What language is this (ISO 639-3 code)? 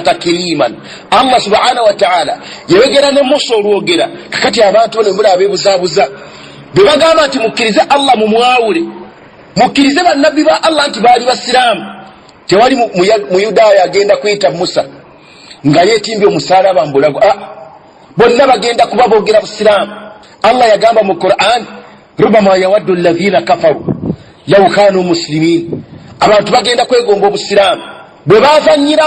lug